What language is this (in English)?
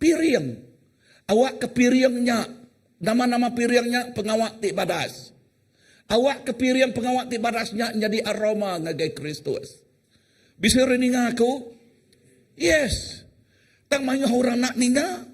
Iban